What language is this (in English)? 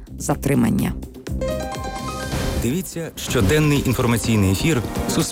Ukrainian